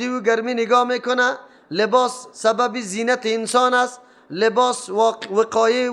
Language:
Persian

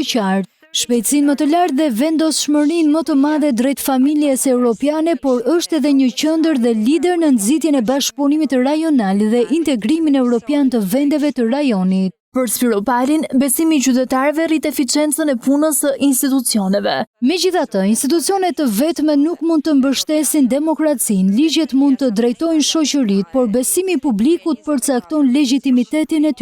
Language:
Albanian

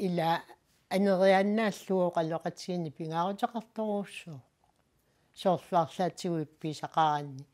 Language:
Kalaallisut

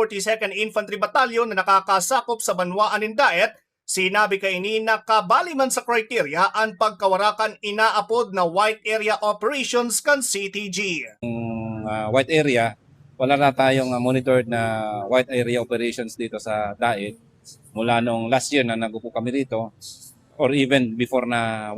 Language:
Bikol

